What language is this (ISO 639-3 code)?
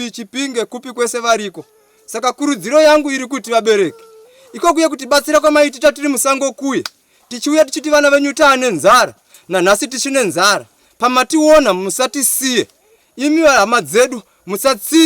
sna